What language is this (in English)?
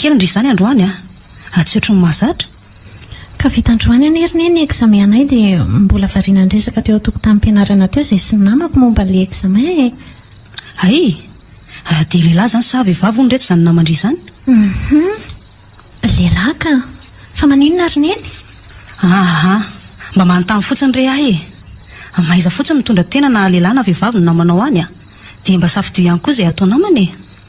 Malagasy